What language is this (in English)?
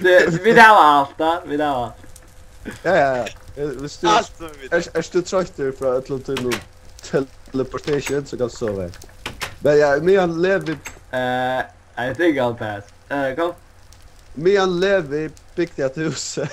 Faroese